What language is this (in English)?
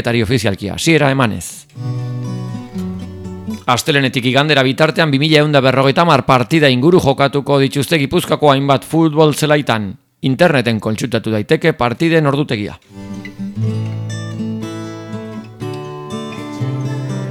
Basque